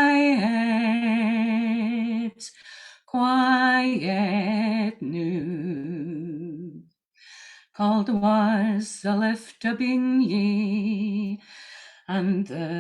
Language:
Scots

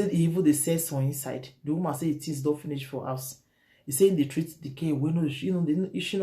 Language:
Nigerian Pidgin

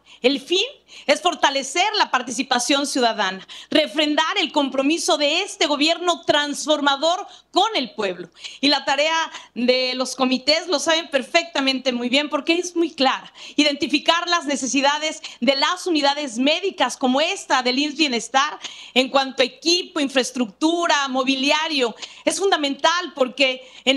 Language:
Spanish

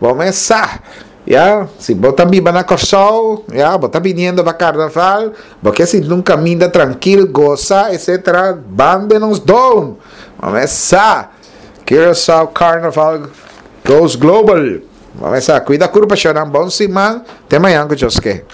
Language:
Papiamento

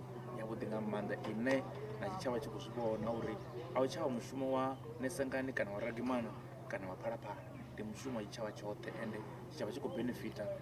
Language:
Venda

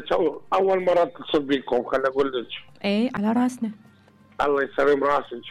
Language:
Mesopotamian Arabic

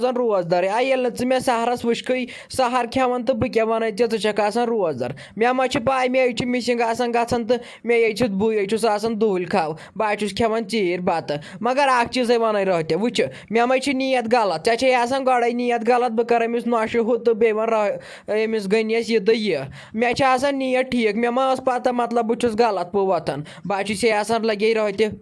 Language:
Kashmiri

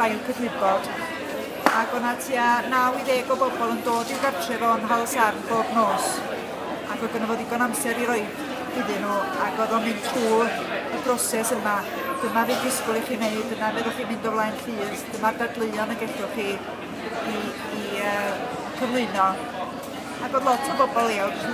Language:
Welsh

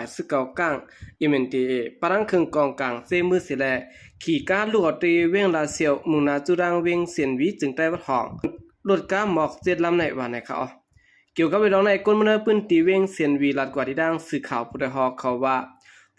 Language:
Shan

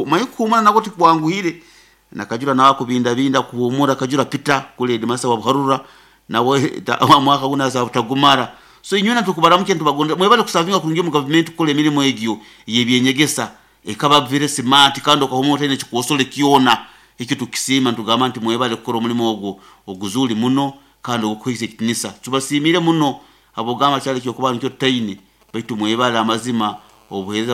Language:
Nyoro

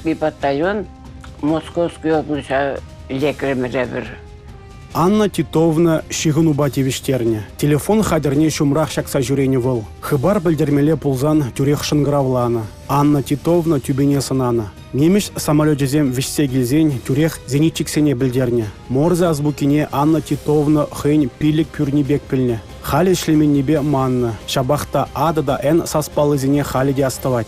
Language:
Chuvash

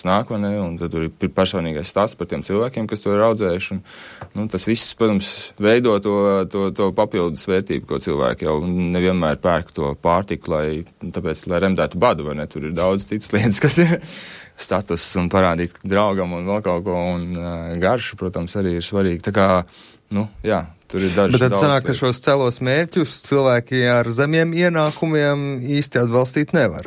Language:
Latvian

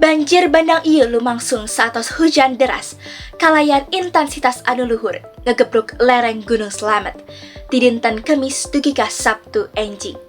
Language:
Sundanese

